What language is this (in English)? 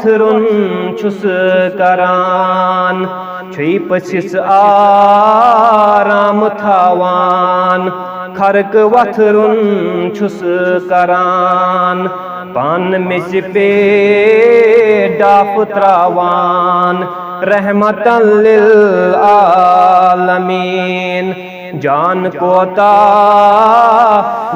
Kashmiri